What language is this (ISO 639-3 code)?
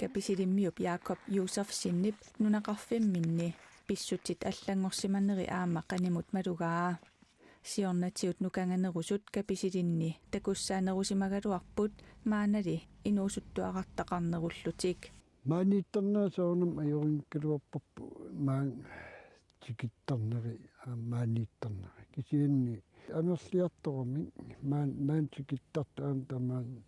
kal